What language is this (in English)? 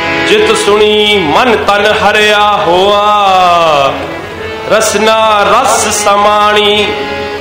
Punjabi